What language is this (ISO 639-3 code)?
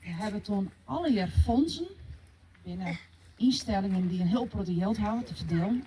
fry